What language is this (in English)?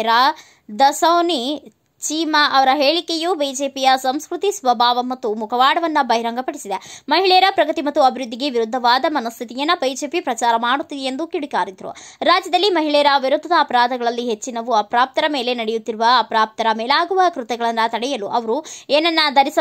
Kannada